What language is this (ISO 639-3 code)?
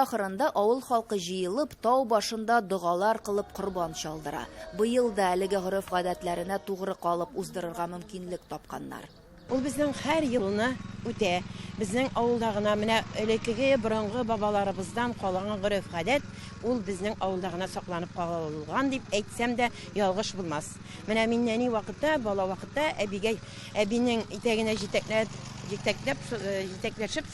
tat